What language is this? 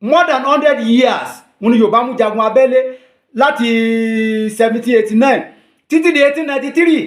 Yoruba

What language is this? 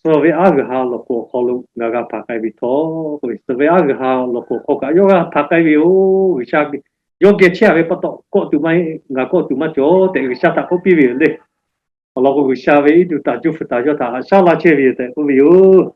Lahu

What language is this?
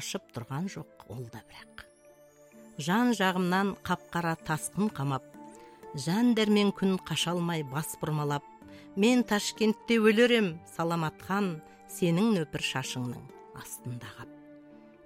Kazakh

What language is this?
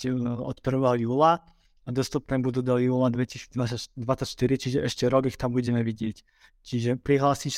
Slovak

